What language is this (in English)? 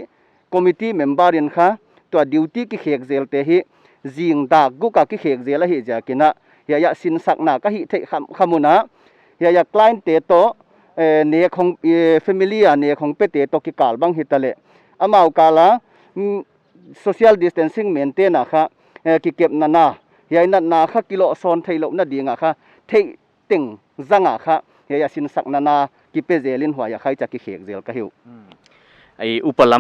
Paite Chin